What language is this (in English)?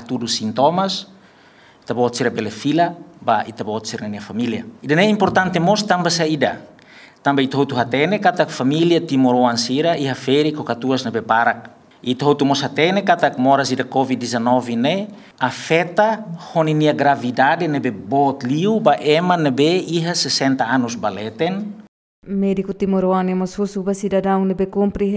Tetum